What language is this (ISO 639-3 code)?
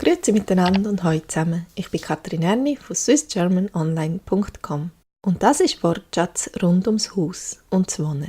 gsw